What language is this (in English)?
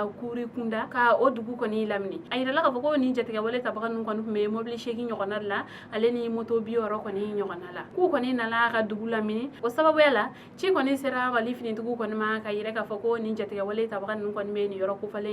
Bambara